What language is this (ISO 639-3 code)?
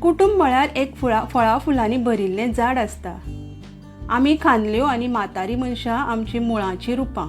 kok